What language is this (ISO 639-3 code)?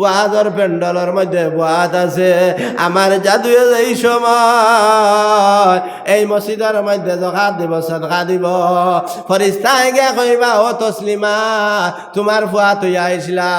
syl